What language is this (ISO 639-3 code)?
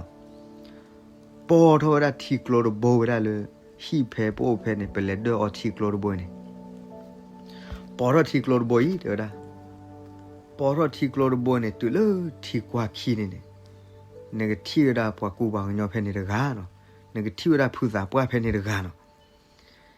ksw